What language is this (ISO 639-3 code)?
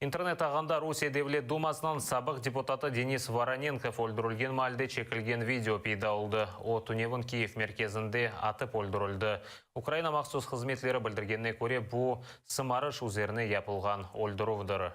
crh